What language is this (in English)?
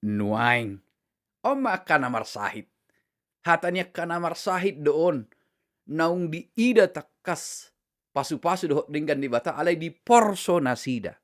Batak Toba